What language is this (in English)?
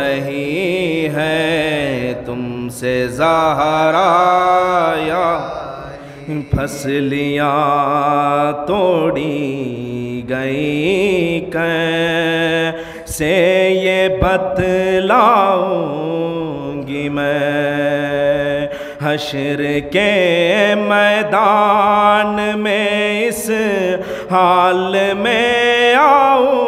Urdu